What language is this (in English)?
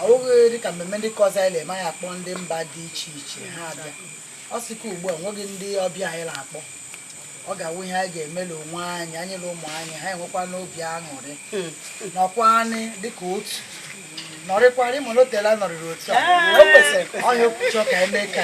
Igbo